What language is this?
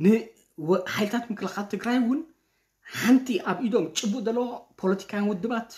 Tigrinya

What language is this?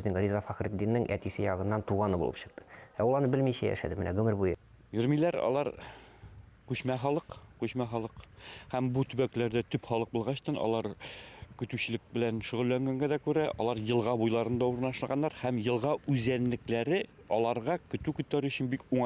Bashkir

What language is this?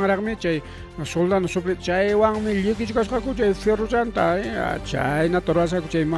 Ayacucho Quechua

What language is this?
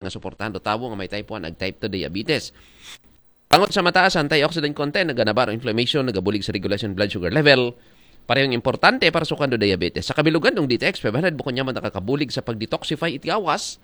Aklanon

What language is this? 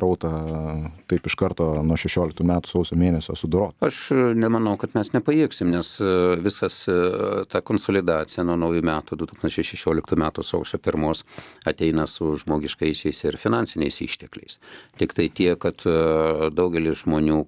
Lithuanian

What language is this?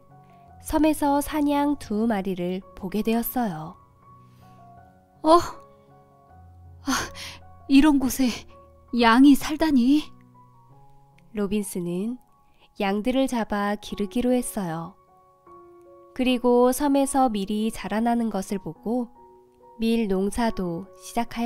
Korean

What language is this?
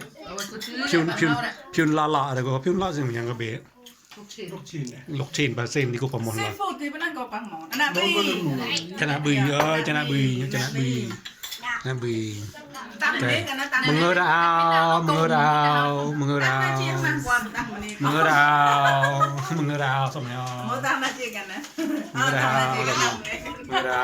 Mon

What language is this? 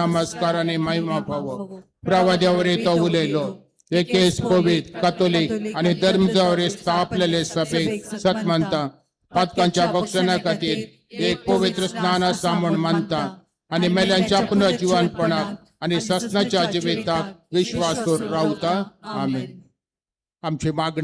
Konkani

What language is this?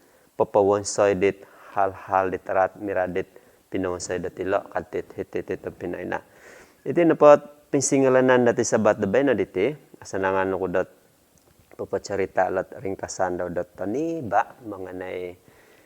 Central Dusun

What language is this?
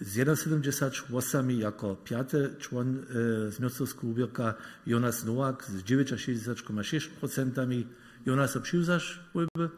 Upper Sorbian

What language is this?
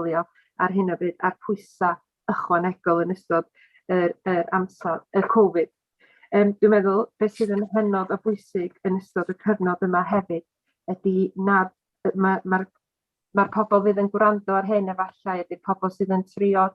Welsh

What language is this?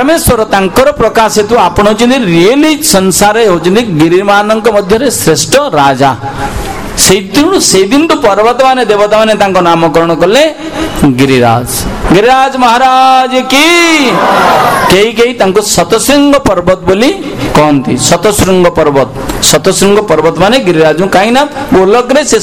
Odia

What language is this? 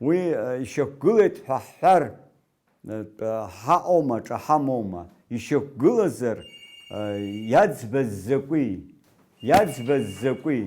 Abkhazian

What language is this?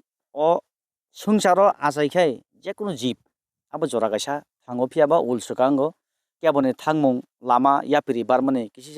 Kok Borok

